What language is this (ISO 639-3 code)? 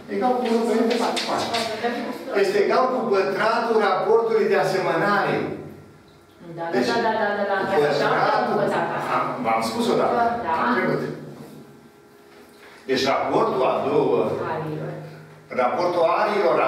ron